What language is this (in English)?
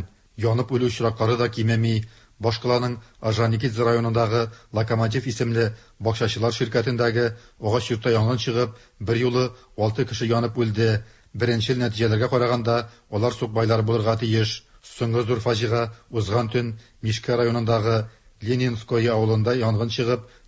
Tatar